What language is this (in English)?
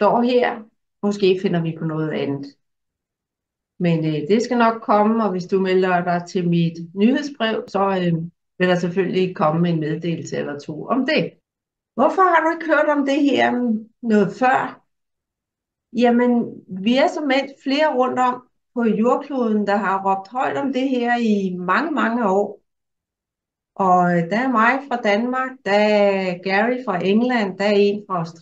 Danish